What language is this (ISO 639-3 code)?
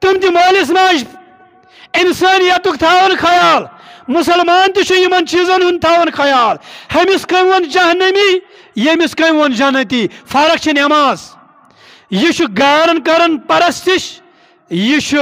kas